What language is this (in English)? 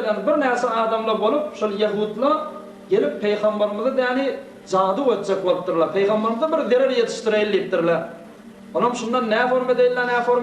Turkmen